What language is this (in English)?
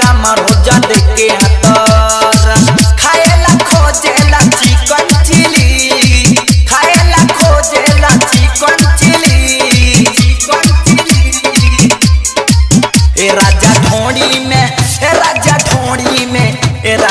Bhojpuri